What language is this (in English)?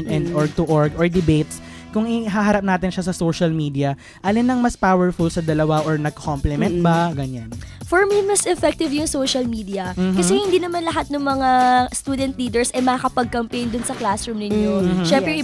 Filipino